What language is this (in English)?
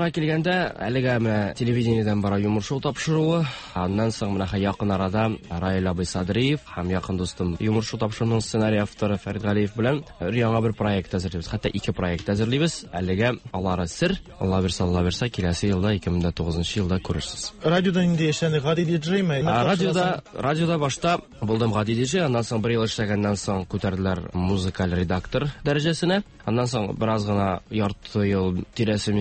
Tatar